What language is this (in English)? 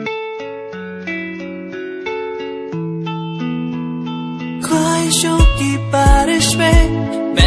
Hindi